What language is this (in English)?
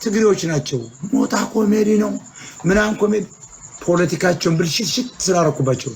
Amharic